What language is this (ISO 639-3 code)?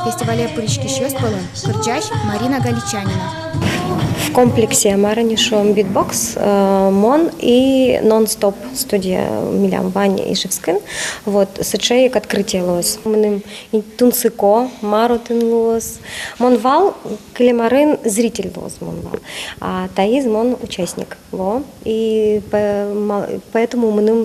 udm